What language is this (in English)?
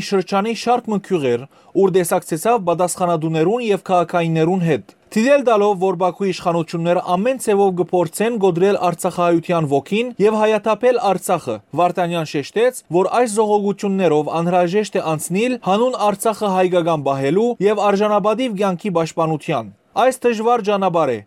Western Armenian